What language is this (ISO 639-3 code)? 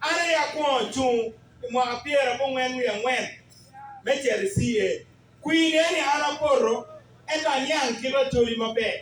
ach